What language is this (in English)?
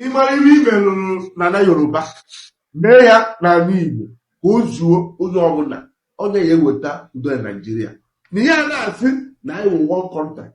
Igbo